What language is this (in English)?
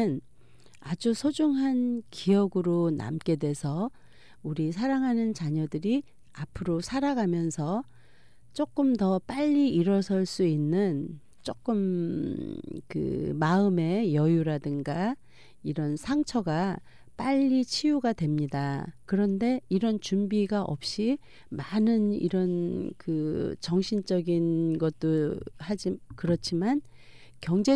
Korean